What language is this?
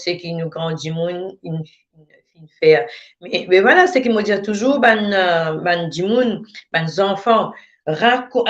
Morisyen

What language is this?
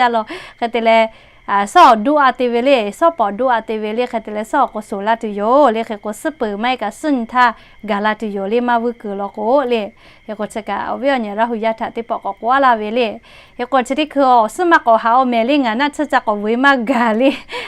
Lahu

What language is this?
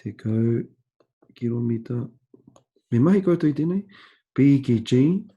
Māori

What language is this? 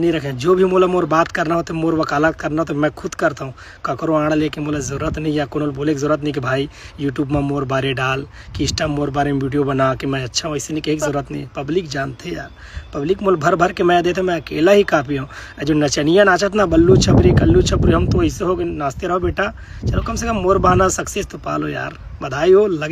Chhattisgarhi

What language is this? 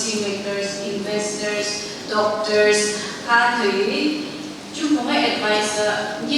Phom Naga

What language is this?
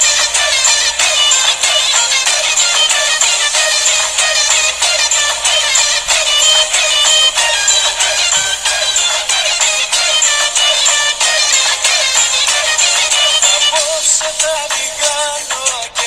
Greek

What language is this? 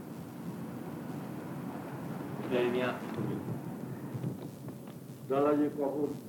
Bangla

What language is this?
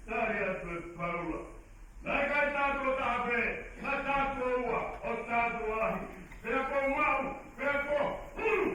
Tongan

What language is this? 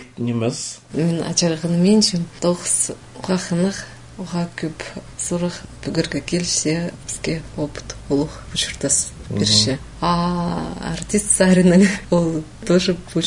Khakas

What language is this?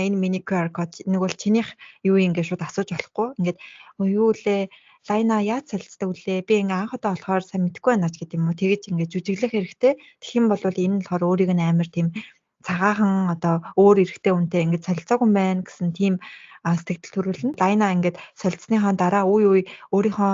Mongolian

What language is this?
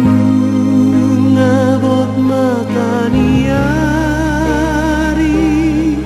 Batak Toba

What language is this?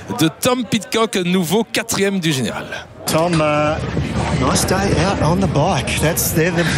French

